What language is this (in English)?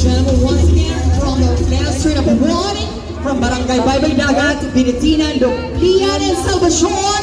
Masbatenyo